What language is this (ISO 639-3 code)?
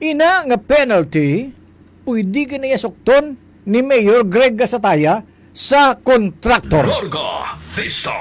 hil